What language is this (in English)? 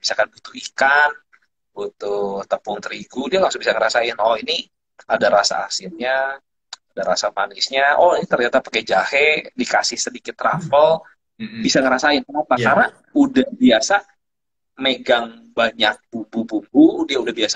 Indonesian